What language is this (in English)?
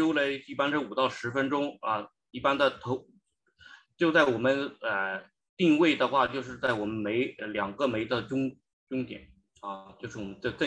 Chinese